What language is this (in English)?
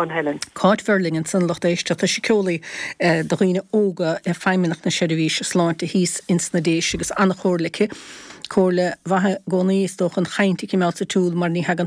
Irish